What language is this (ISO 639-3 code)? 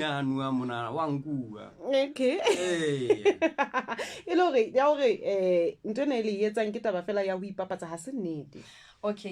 sot